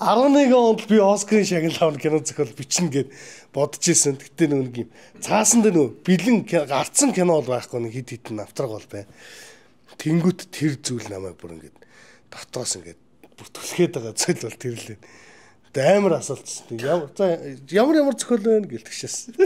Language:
Mongolian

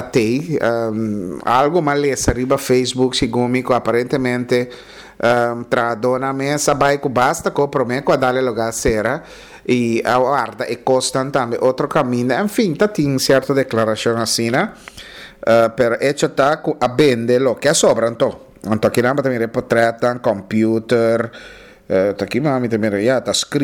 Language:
Papiamento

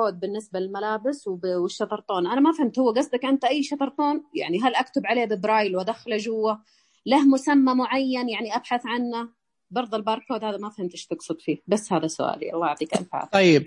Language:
Najdi Arabic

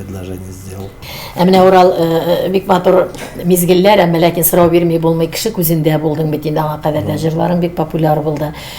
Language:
Tatar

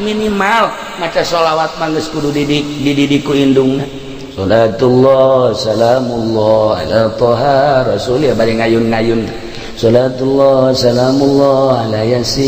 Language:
Sundanese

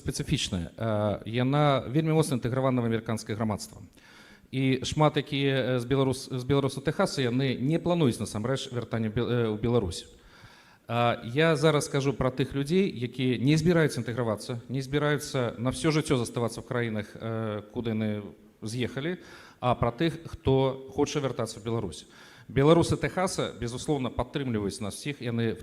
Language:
Belarusian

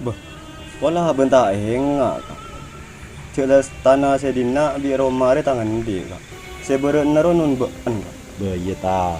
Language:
Madurese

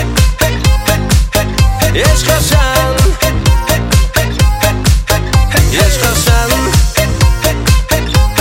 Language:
Kazakh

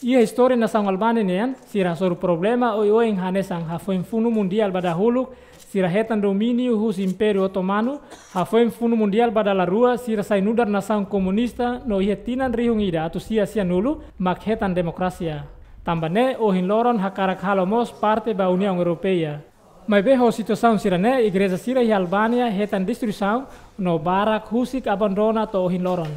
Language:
Tetum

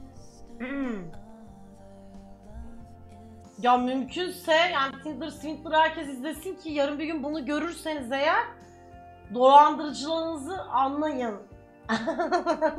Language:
Turkish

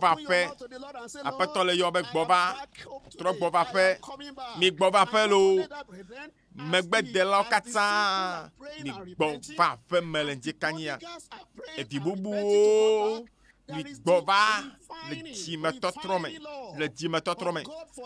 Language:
Ewe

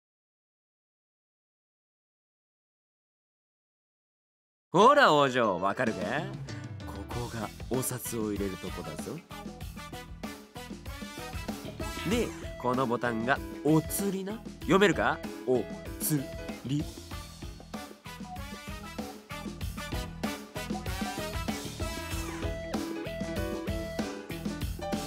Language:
Japanese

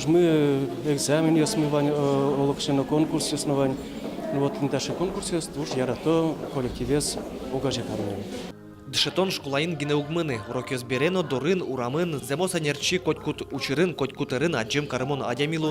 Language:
Udmurt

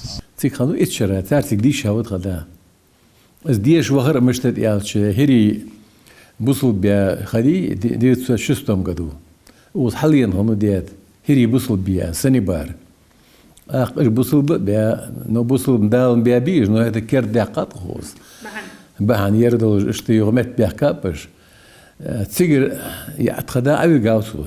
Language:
Ingush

